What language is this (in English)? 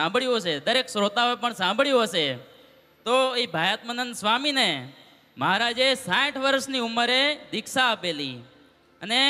Gujarati